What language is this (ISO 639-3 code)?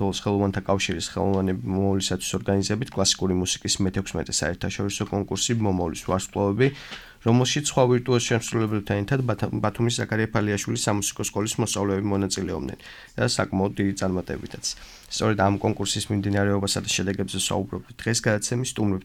kat